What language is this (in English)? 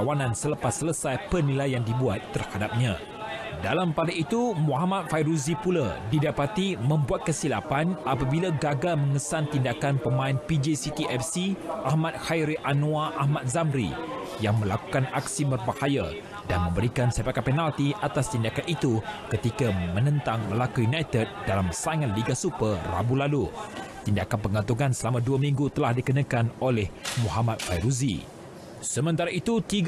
Malay